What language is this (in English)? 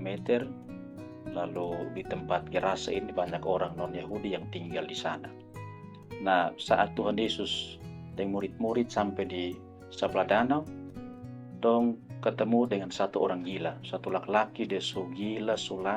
Kupang Malay